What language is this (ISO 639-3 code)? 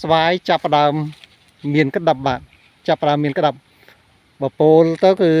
khm